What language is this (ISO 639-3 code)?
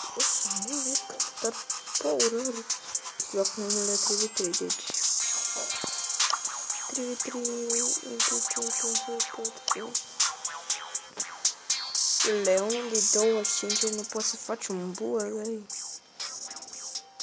ron